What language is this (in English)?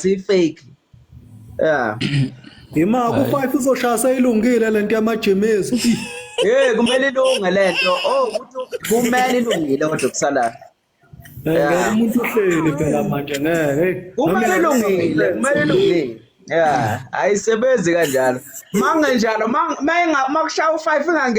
Zulu